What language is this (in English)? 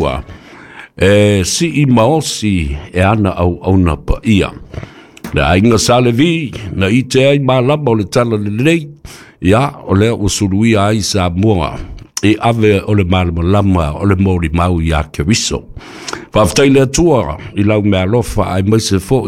Samoan